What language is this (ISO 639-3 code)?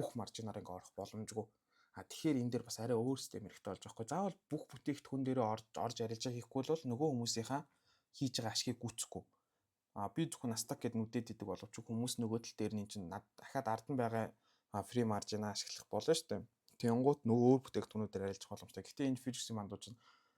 mon